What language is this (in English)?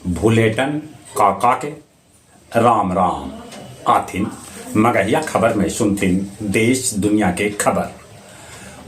Magahi